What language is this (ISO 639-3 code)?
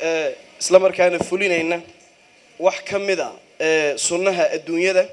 som